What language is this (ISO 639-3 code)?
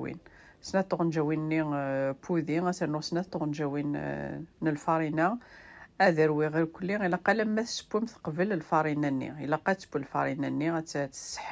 kab